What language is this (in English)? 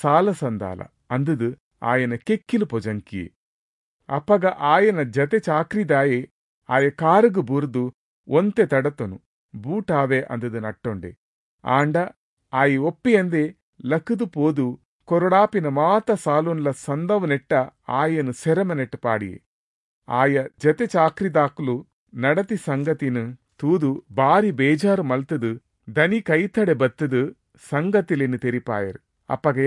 Tulu